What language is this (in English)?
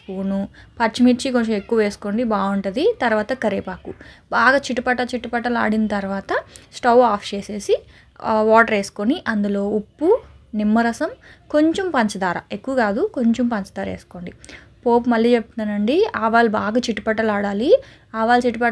Telugu